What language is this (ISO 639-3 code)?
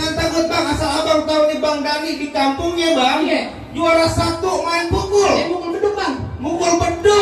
bew